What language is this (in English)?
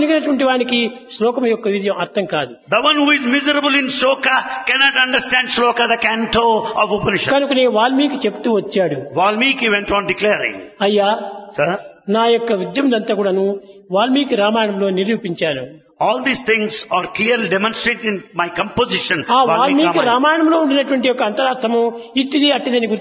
Telugu